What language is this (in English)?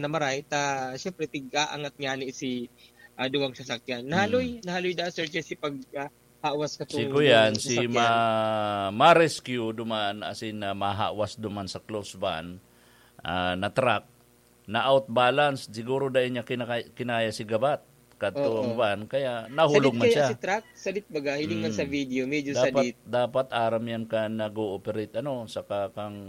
Bikol